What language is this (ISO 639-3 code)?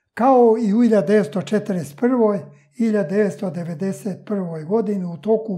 srp